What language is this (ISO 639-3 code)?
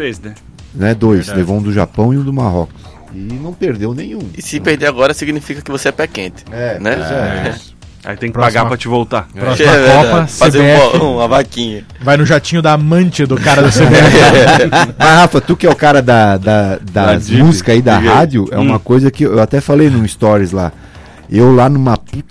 por